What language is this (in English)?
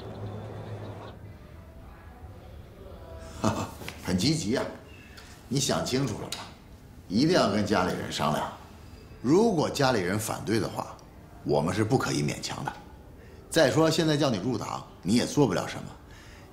Chinese